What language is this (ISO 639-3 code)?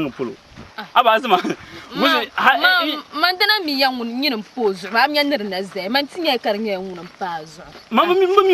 dag